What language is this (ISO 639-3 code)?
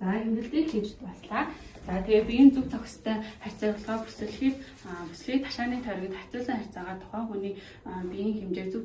mon